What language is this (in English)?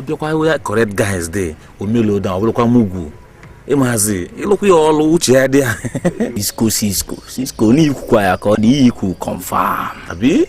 Igbo